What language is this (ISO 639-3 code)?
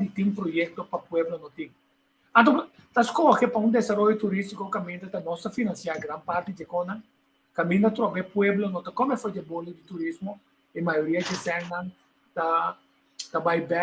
pap